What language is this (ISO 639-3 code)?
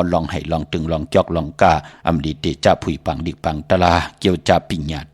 shn